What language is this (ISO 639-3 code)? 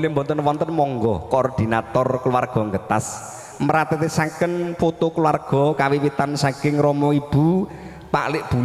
jav